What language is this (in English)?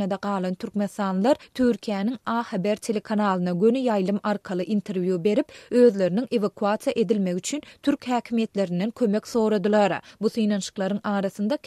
Turkmen